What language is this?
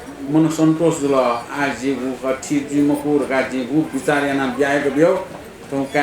Newari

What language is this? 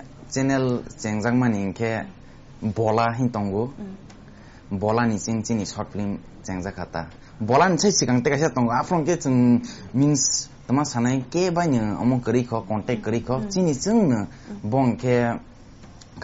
Kok Borok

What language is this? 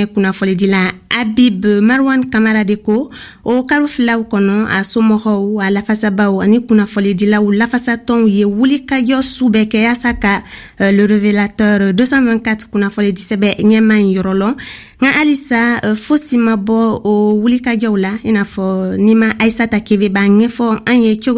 Bambara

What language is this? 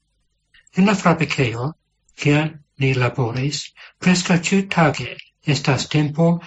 Esperanto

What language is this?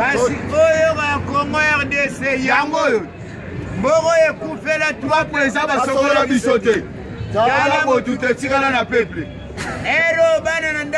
Lingala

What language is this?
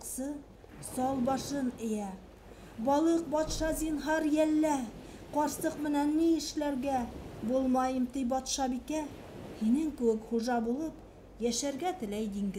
Bashkir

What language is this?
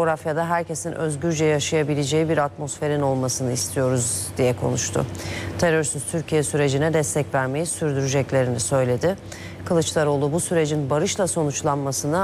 Turkish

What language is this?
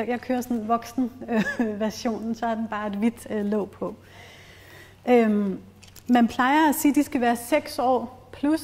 Danish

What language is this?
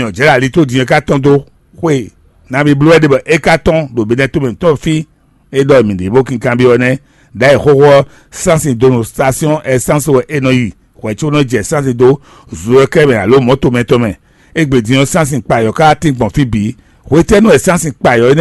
Fon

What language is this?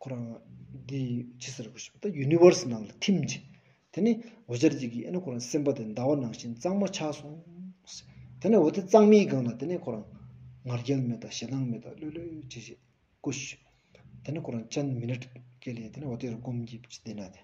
Stod Bhoti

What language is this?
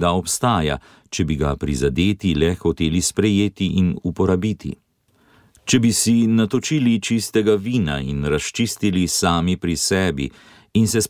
Slovenian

